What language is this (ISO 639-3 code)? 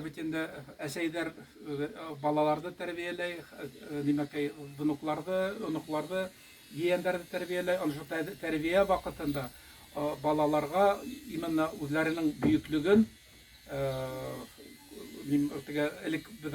bak